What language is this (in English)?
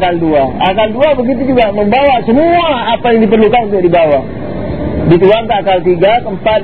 Indonesian